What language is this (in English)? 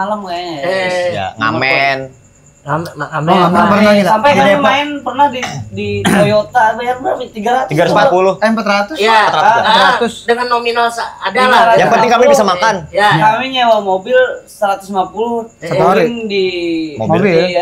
Banjar